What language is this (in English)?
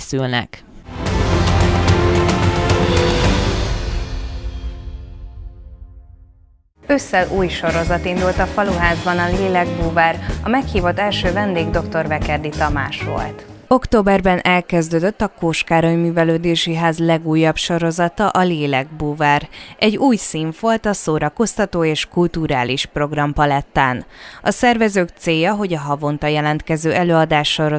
Hungarian